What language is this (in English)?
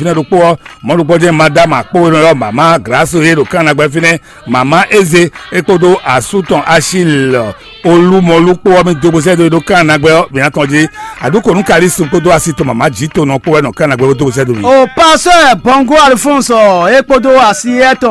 Fon